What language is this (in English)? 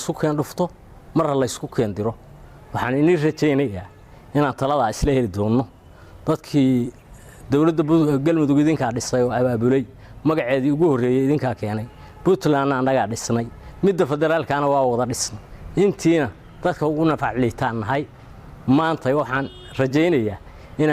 Somali